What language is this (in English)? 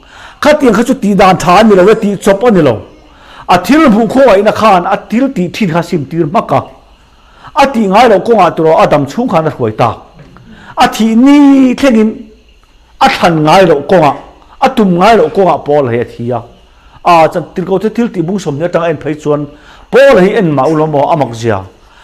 Mizo